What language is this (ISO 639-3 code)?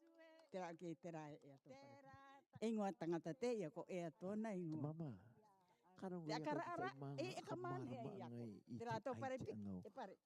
rar